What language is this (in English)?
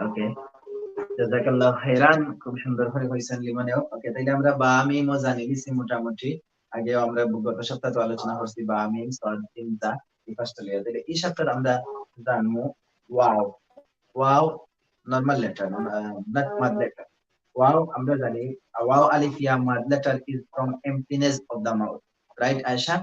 Sylheti